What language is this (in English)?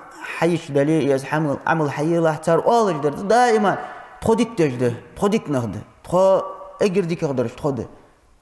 Ingush